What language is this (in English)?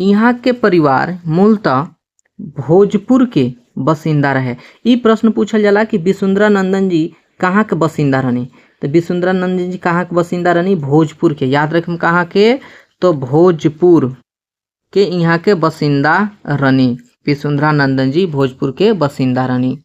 Bhojpuri